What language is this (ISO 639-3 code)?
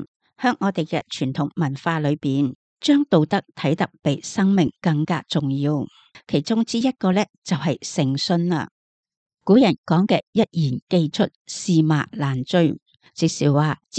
yue